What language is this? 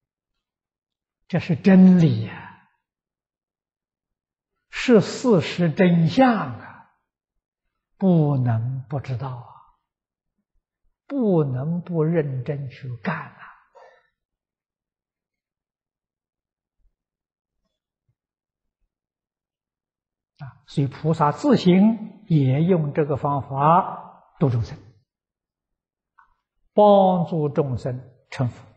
Chinese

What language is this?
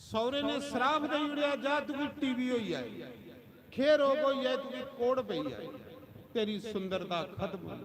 Dogri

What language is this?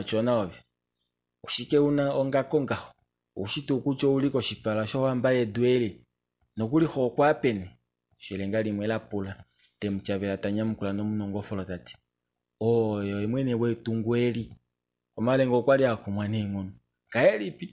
Kuanyama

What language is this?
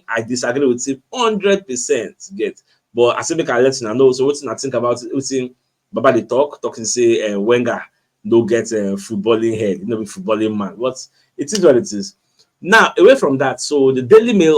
Nigerian Pidgin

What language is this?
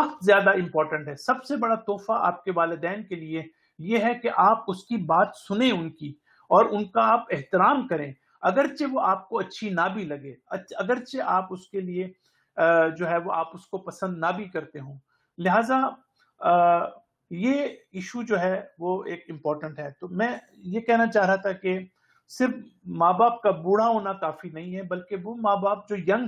Urdu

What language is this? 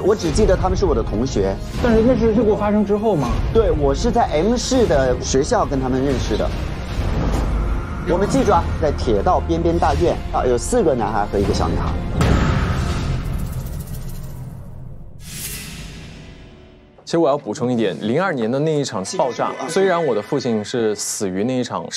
Chinese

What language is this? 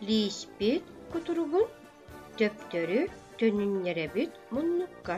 Yakut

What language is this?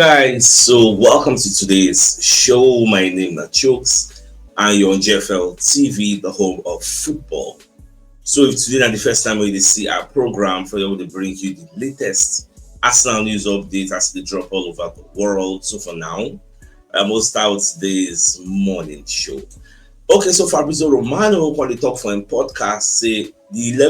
Nigerian Pidgin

